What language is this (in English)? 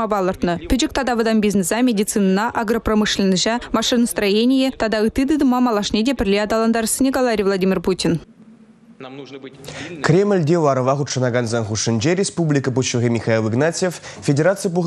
Chuvash